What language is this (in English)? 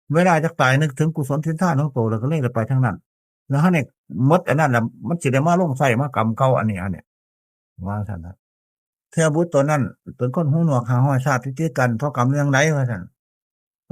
Northeastern Thai